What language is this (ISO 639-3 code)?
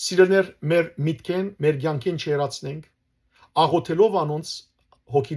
hyw